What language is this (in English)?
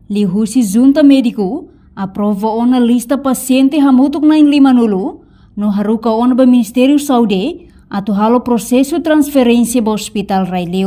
Tetum